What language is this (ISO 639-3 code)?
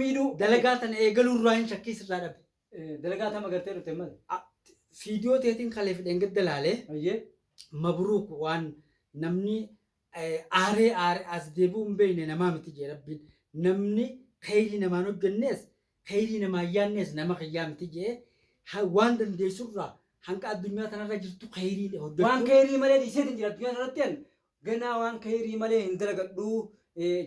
orm